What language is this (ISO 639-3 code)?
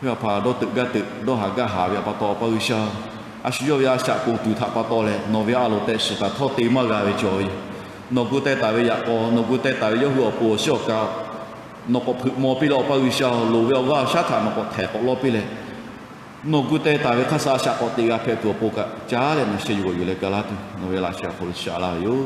lhu